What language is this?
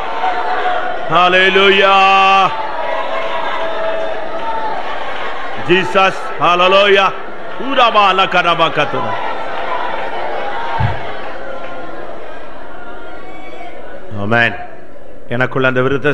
Tamil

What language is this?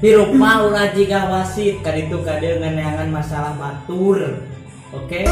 Sundanese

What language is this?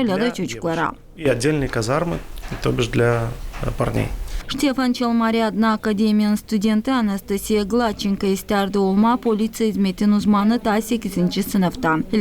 Gagauz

